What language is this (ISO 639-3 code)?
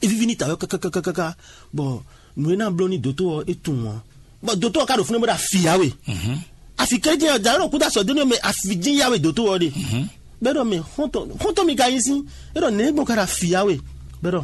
fon